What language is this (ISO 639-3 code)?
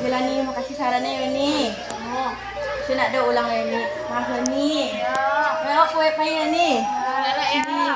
min